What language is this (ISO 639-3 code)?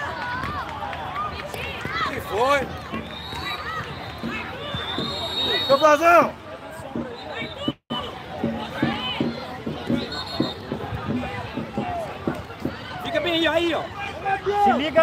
por